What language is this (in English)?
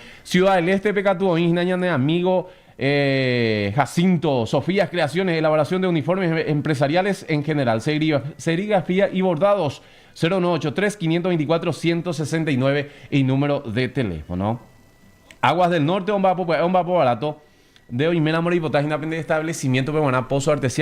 Guarani